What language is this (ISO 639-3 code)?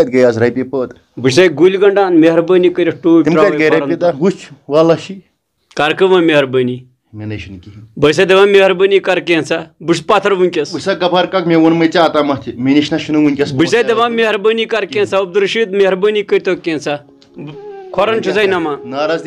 kas